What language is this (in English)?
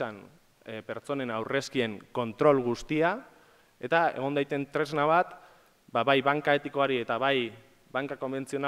Basque